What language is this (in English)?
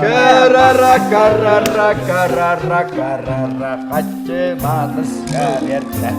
Yakut